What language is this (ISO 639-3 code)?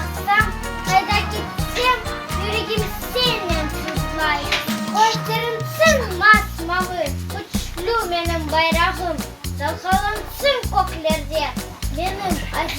crh